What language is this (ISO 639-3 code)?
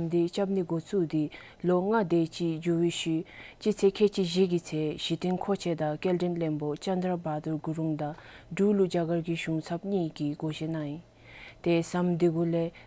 dzo